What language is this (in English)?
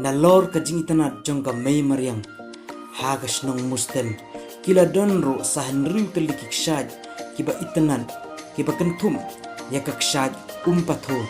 Khasi